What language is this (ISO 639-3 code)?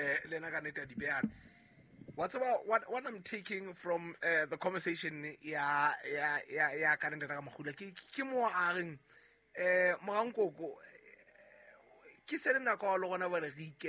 sot